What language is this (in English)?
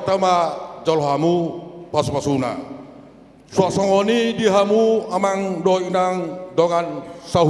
Batak Toba